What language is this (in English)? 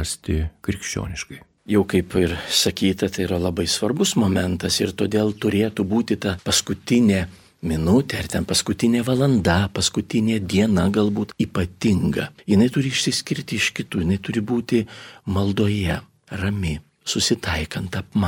Lithuanian